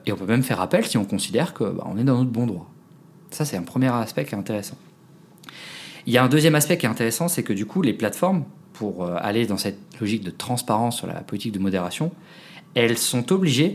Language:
French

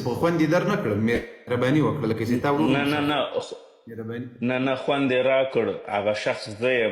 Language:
Pashto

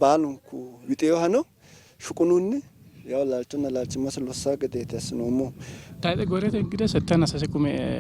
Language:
Sidamo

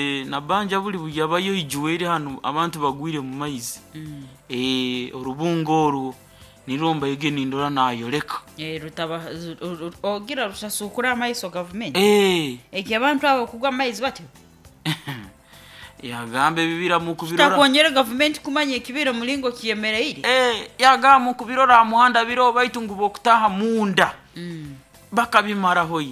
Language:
Nyoro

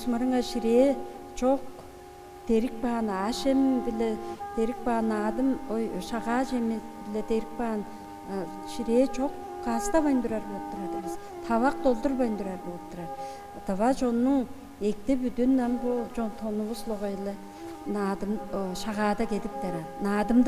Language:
Tuvinian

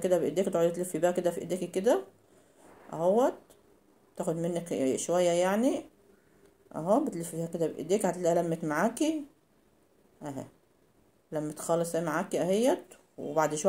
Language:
Egyptian Arabic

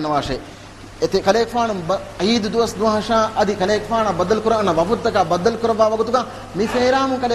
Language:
Divehi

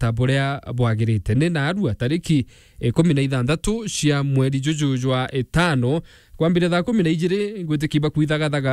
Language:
Meru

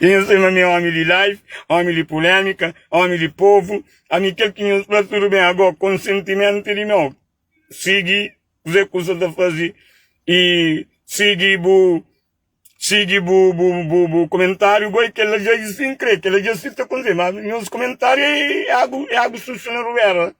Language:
Kabuverdianu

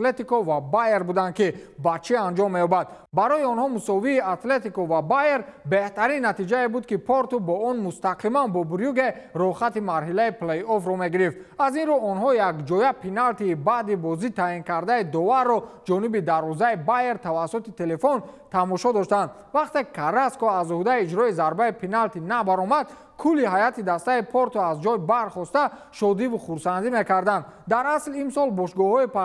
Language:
Tajik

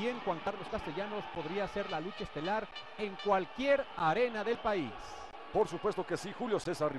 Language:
Spanish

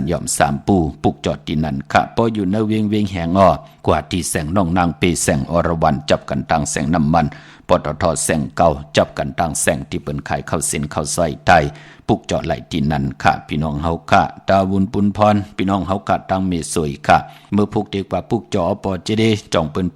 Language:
Shan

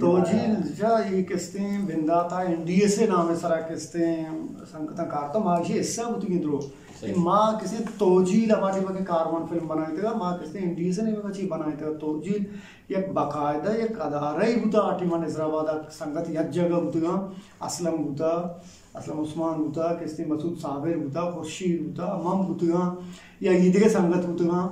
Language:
Eastern Balochi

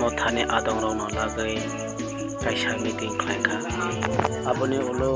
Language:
Kok Borok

